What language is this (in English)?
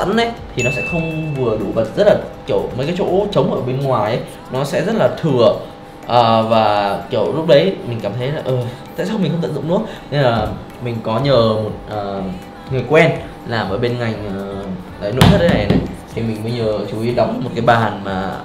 Vietnamese